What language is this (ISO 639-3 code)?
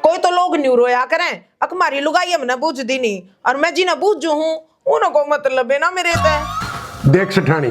bgc